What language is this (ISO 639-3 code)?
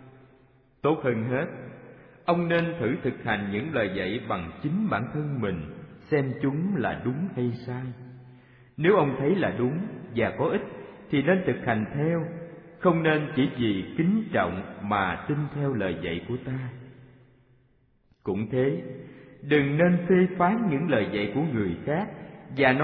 vie